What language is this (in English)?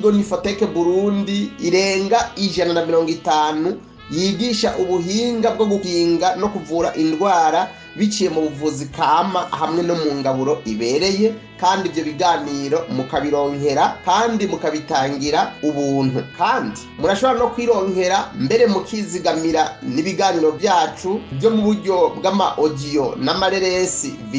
Rundi